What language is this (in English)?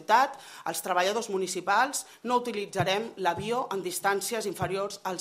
Catalan